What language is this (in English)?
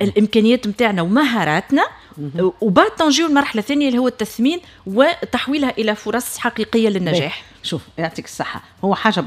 Tunisian Arabic